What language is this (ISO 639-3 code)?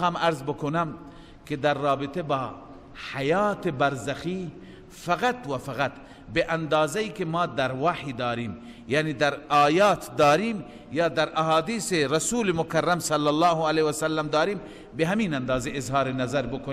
fas